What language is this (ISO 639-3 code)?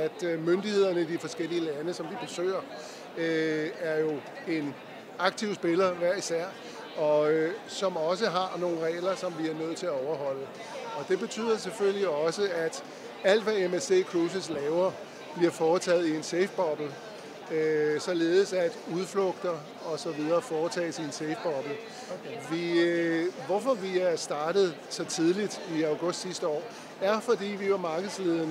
dan